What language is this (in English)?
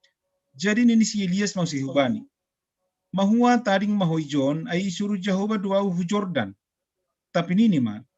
Batak Simalungun